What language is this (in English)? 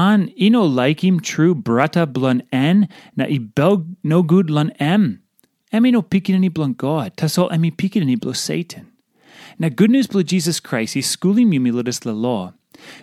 Tok Pisin